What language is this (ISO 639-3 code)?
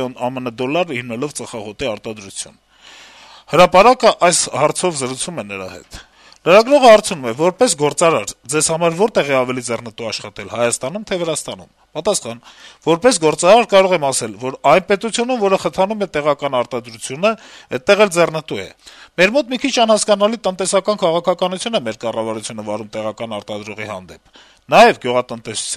hye